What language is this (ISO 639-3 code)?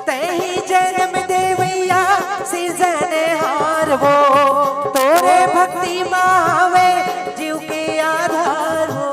hne